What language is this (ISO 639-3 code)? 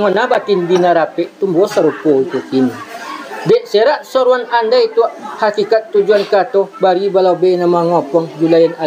min